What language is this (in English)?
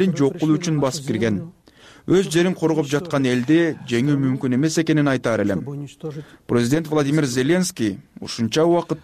Kyrgyz